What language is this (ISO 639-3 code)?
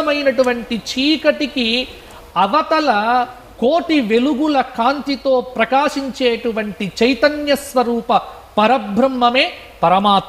tel